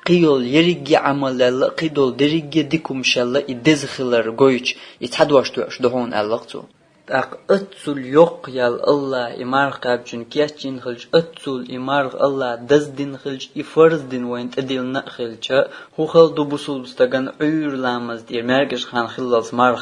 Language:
Chechen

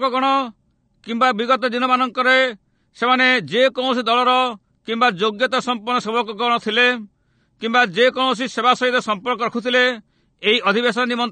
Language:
Odia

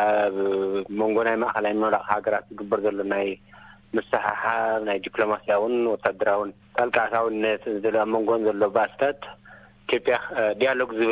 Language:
Tigrinya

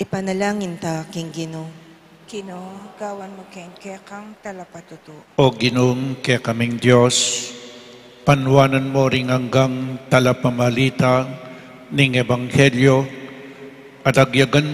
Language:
Pampanga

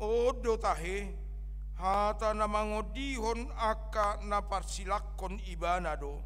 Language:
Batak Toba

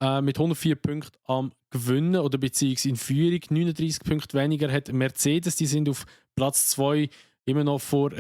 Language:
Swiss German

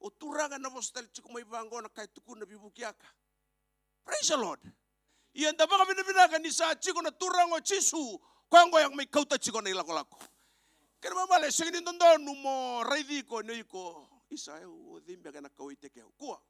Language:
Fijian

